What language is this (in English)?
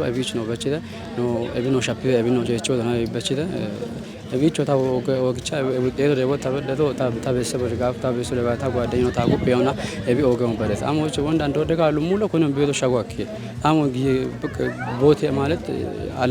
Kafa